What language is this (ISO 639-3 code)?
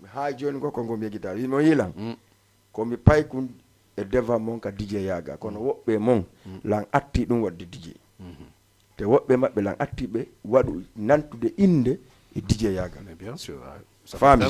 ful